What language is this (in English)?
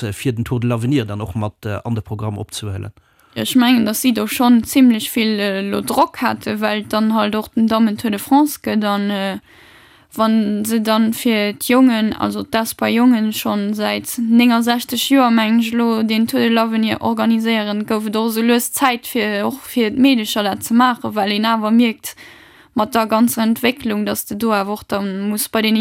Luxembourgish